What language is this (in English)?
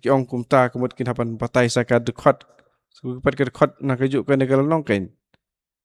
Khasi